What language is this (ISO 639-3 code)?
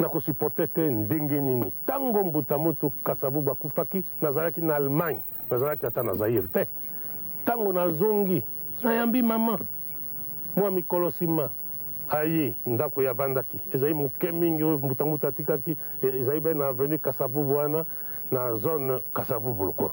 lin